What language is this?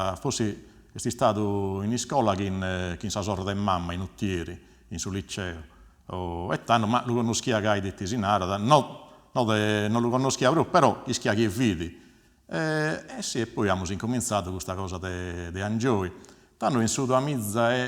Sardinian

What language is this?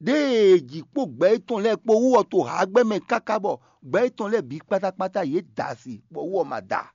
Fon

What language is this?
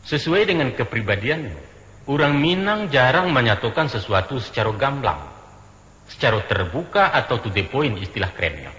Minangkabau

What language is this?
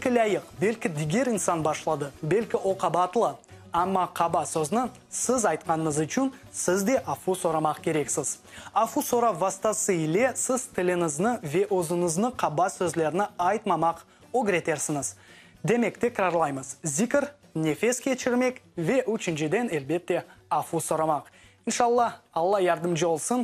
Crimean Tatar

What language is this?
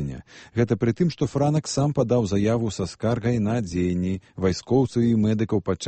Belarusian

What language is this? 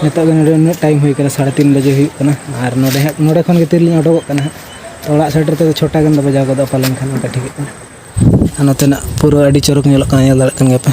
Santali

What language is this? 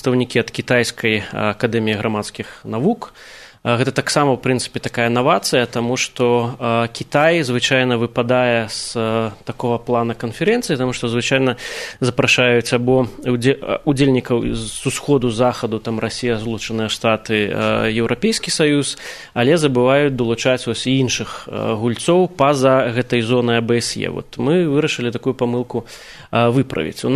Belarusian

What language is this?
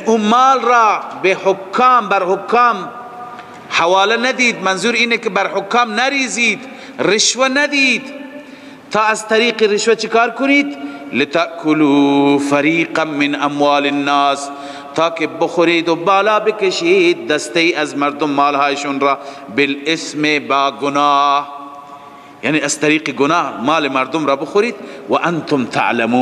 Persian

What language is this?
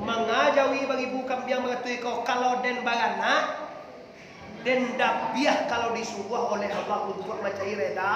Minangkabau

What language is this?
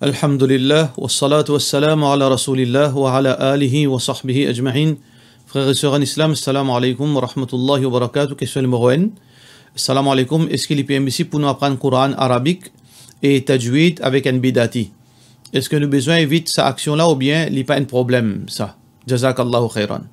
Morisyen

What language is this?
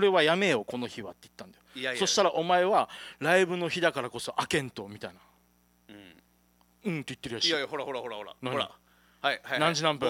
Japanese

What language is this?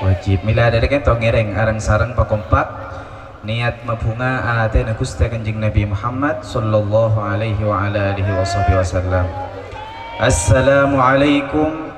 Madurese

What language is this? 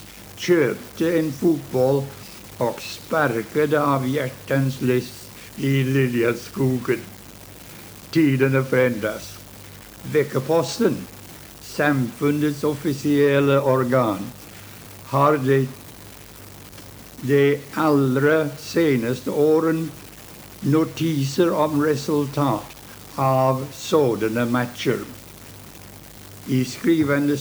Swedish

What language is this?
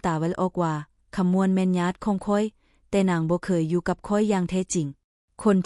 Lao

